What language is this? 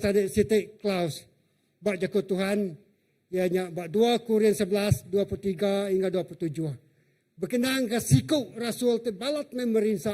Iban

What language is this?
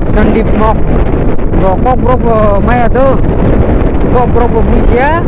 Kok Borok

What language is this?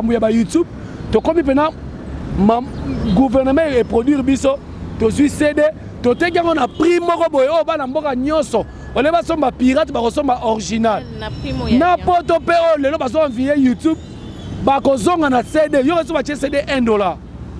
Lingala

